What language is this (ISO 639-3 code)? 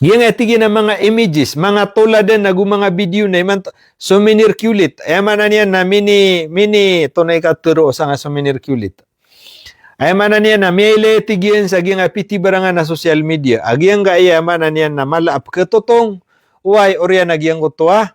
mrw